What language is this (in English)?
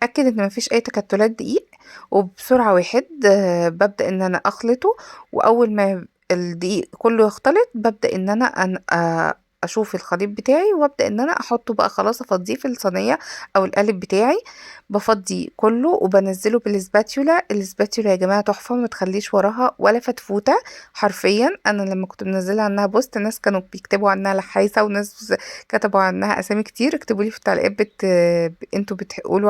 Egyptian Arabic